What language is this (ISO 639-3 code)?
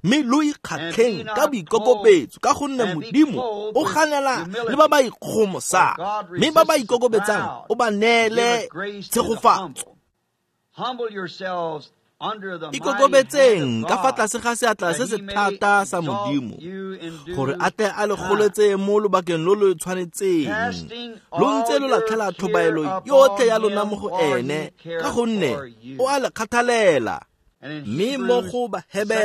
tsn